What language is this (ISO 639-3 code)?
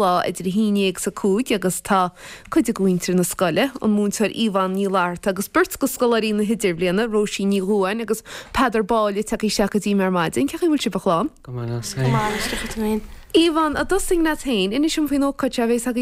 gle